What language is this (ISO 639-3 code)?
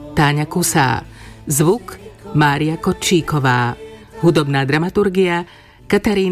slk